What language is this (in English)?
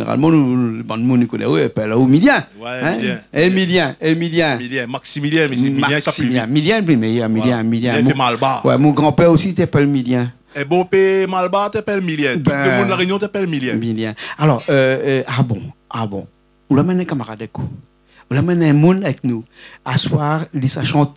Réunion Creole French